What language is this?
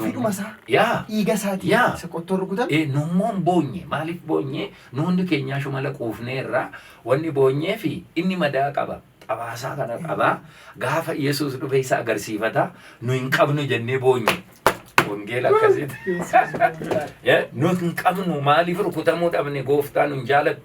Oromo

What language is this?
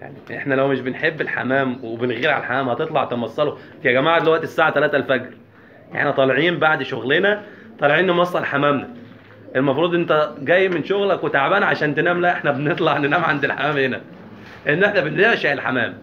Egyptian Arabic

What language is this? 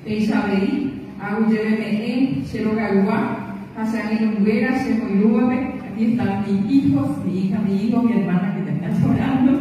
Guarani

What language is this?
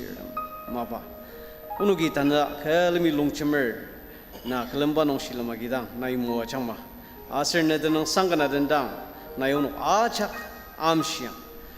Ao Naga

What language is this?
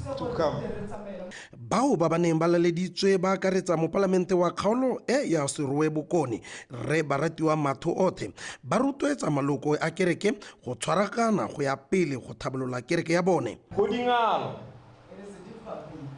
Tswana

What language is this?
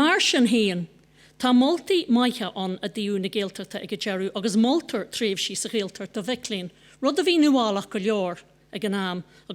Irish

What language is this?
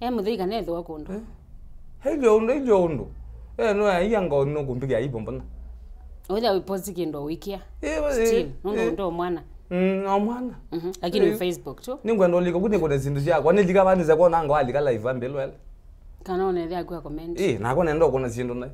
Kamba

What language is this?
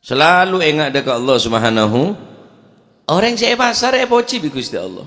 Madurese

